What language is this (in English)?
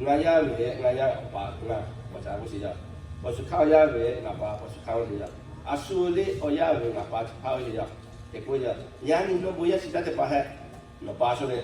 Lahu